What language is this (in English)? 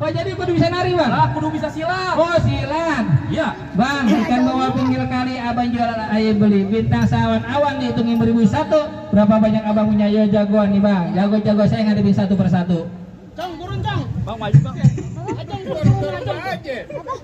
Betawi